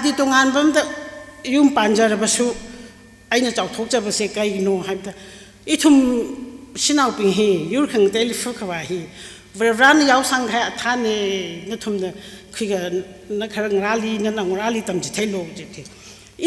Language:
Tangkhul Naga (India)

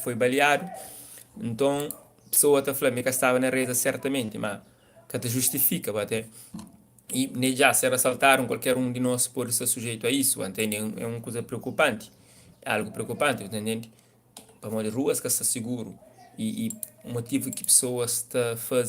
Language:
Kabuverdianu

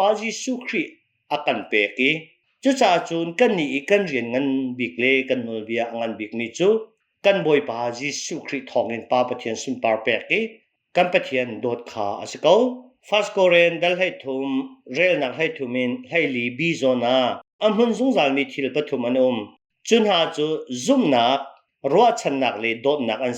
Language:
Hakha Chin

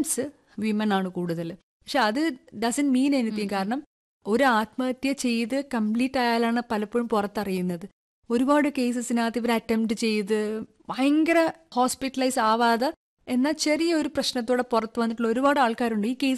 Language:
Malayalam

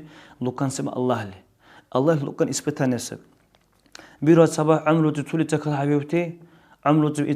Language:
Dargwa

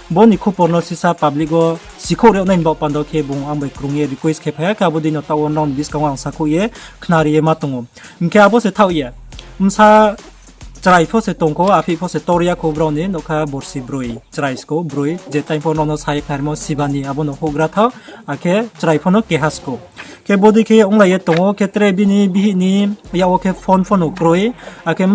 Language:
Riang (India)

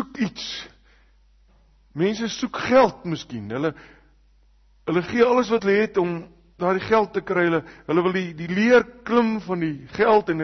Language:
Afrikaans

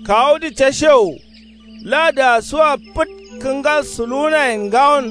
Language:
Kanuri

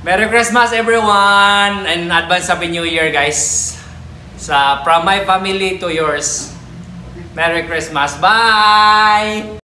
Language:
Cebuano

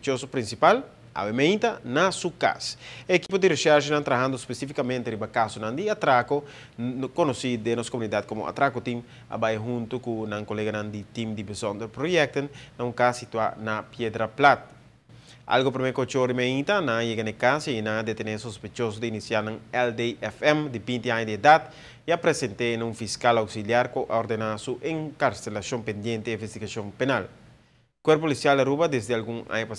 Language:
Papiamento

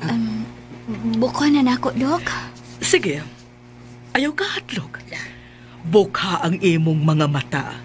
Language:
Cebuano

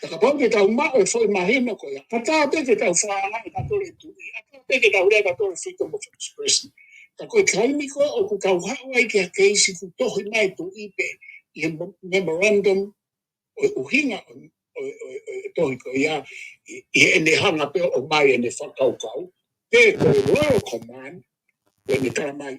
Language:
Tongan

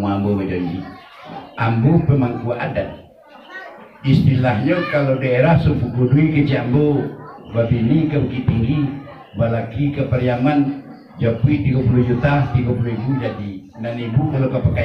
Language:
Minangkabau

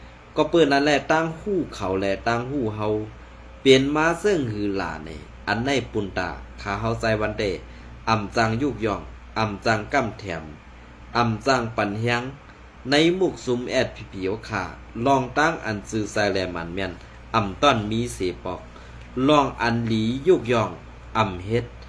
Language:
Shan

